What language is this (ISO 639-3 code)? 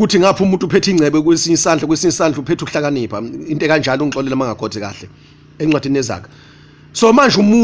zul